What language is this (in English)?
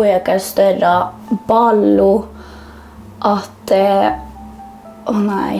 Northern Sami